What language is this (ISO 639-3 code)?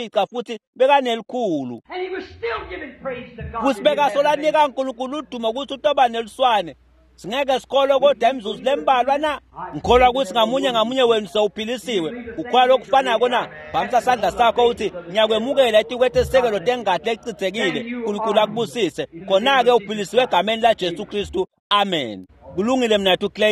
ssw